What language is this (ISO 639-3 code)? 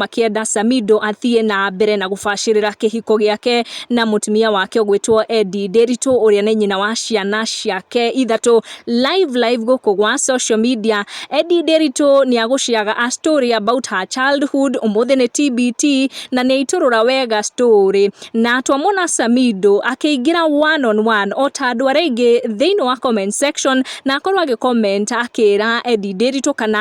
kik